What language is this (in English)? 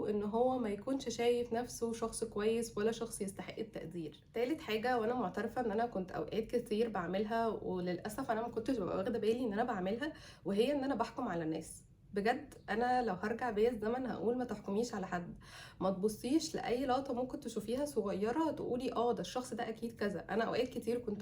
Egyptian Arabic